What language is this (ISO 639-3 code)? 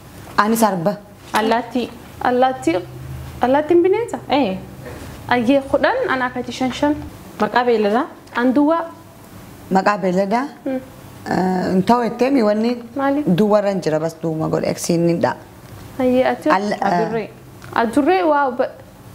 orm